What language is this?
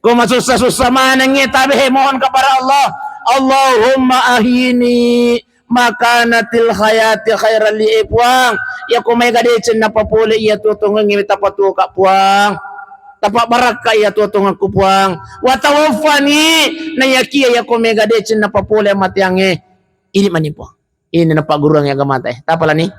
Buginese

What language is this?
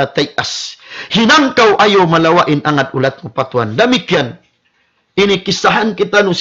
Tausug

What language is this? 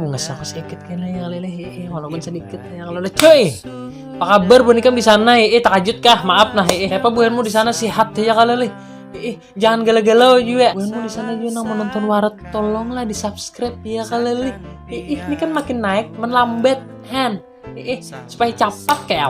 Banjar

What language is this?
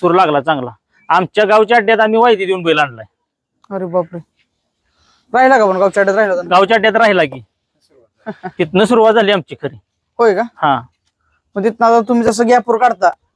Marathi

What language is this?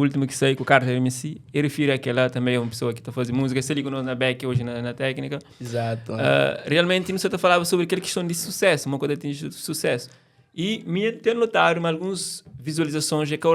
Kabuverdianu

